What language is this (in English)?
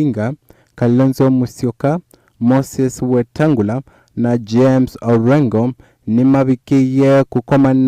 Kamba